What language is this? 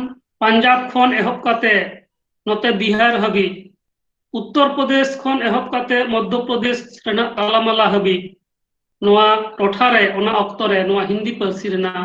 Santali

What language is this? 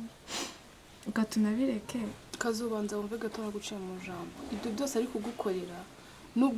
Kinyarwanda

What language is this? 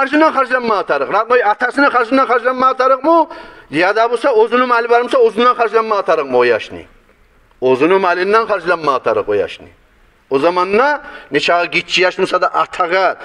Kumyk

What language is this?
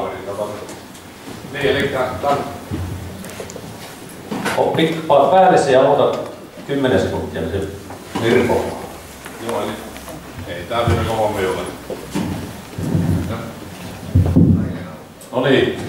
Finnish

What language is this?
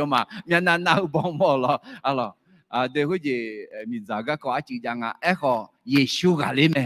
Akha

